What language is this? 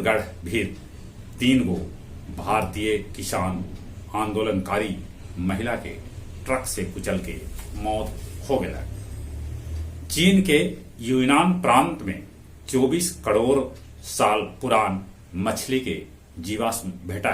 Magahi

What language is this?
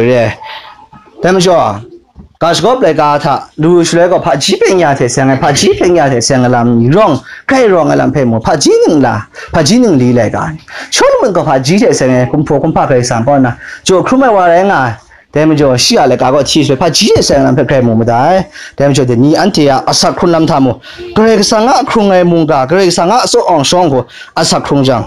Kachin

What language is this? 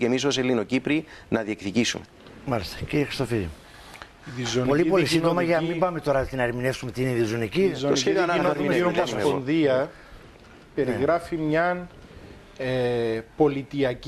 Greek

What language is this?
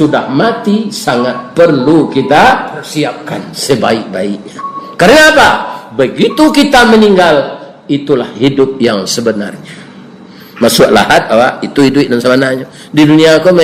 Minangkabau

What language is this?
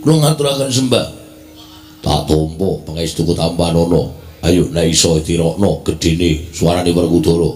Javanese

